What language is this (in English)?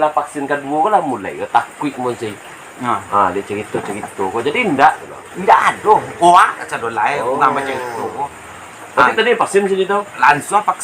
Minangkabau